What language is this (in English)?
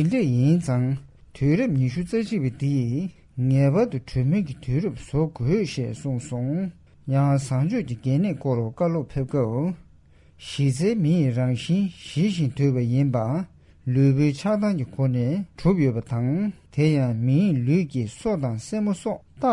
Tibetan